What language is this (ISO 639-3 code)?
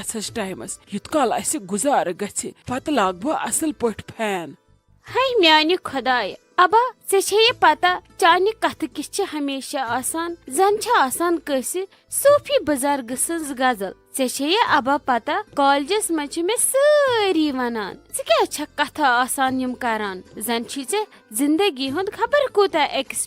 kas